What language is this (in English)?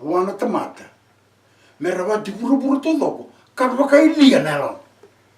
Fijian